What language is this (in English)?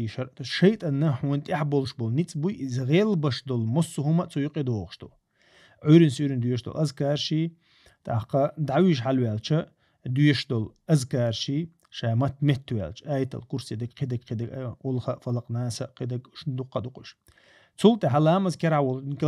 Chechen